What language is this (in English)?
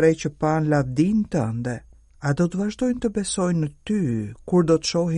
Albanian